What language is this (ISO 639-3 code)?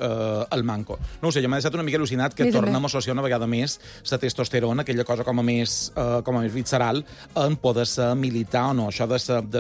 cat